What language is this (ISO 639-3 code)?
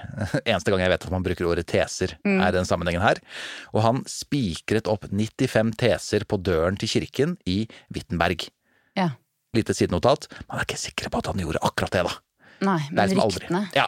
nor